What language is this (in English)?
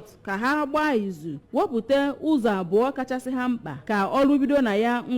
Igbo